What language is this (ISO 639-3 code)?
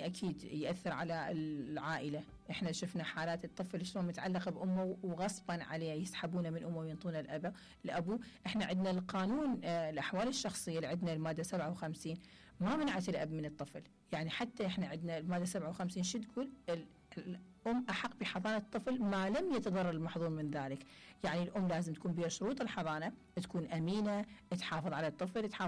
acm